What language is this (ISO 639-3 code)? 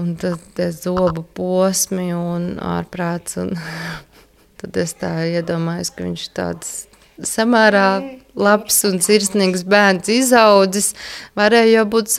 lav